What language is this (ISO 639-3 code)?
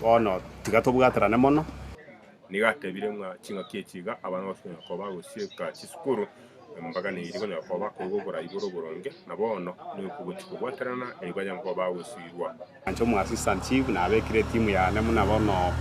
guz